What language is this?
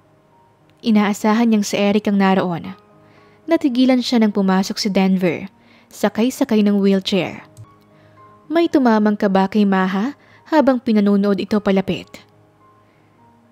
Filipino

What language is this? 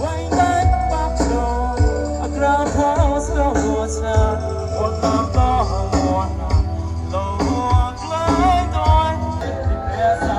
Mon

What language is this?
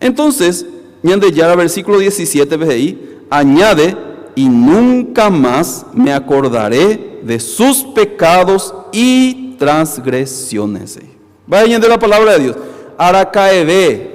Guarani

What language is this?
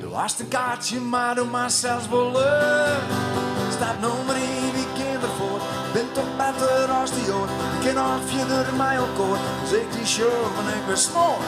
Western Frisian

